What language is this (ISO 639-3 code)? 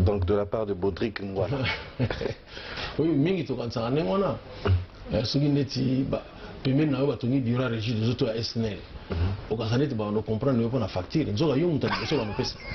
lin